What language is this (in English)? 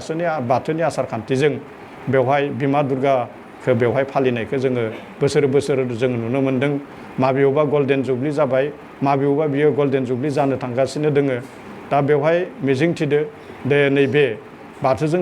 Bodo